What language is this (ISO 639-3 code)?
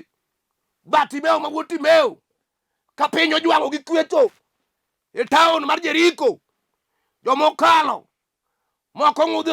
luo